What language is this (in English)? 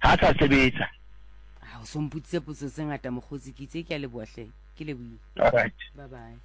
Southern Sotho